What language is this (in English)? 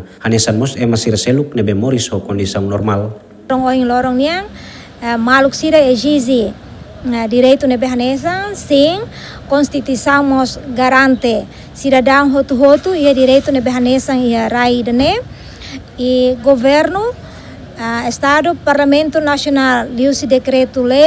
Tetum